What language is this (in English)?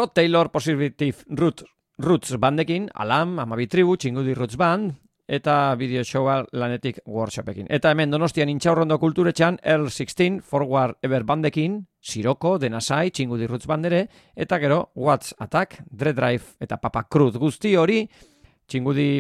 Basque